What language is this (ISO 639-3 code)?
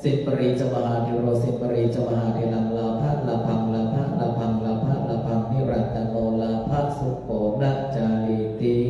pli